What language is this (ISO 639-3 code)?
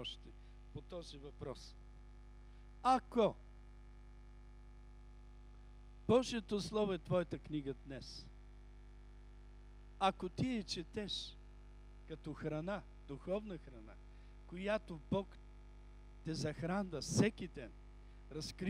bul